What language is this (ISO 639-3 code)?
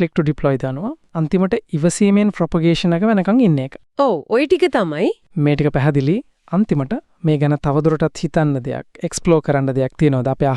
sin